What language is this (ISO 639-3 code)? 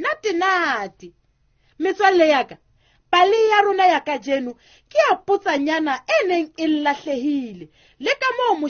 sot